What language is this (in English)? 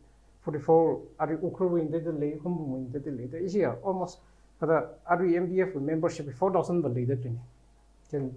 Tangkhul Naga (India)